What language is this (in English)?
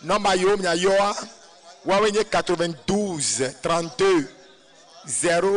Ewe